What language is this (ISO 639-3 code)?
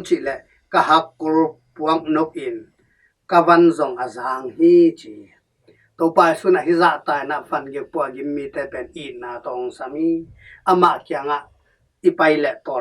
ctd